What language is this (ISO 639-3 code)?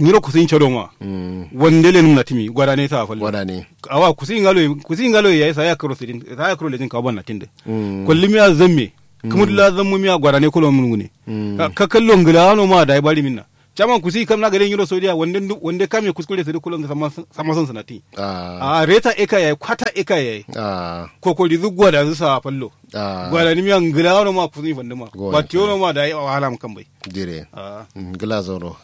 kau